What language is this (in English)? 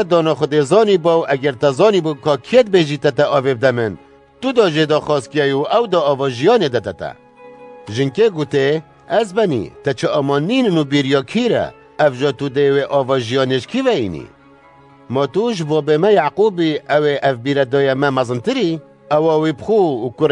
Kurdish